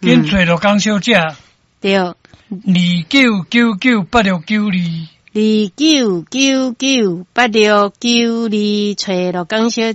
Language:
Min Nan Chinese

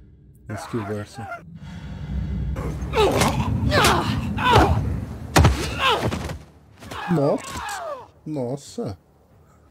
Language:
Portuguese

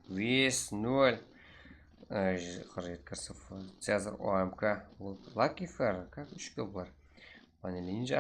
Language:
Kara-Kalpak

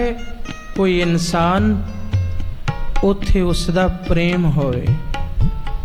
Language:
Punjabi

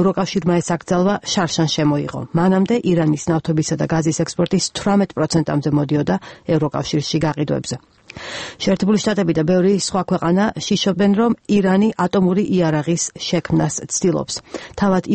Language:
Georgian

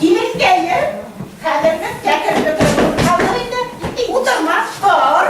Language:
Bashkir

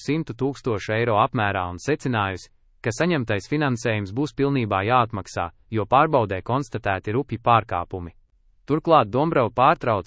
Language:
Latvian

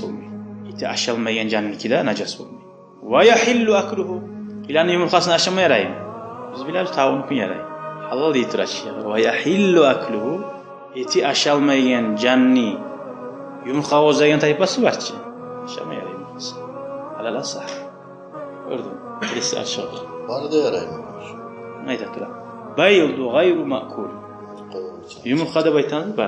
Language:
Kumyk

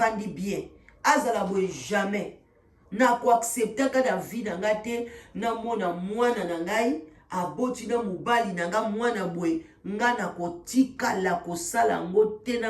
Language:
Lingala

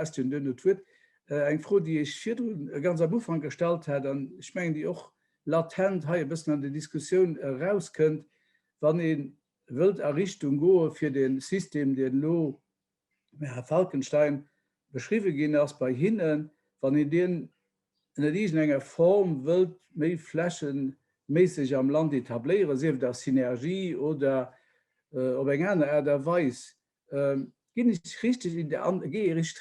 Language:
Luxembourgish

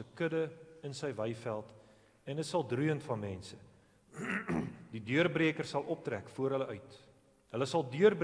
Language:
Afrikaans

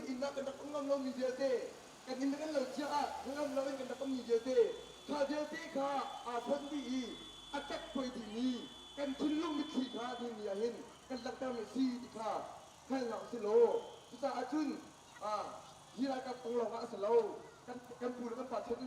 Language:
Hakha Chin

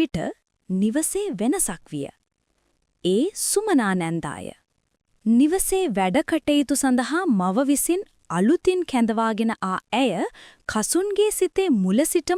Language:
Sinhala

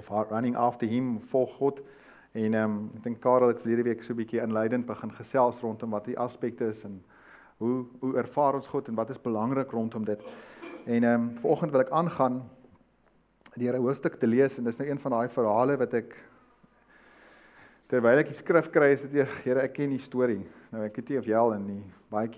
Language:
Afrikaans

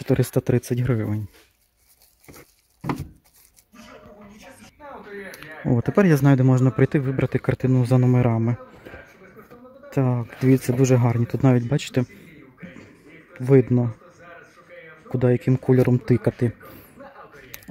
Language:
Ukrainian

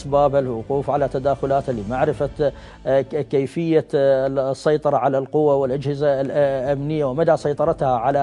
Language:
Mesopotamian Arabic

